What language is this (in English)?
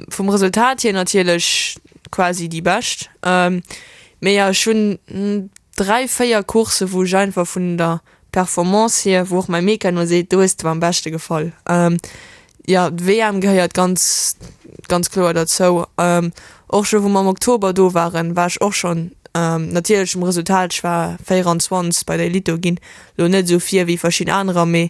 Luxembourgish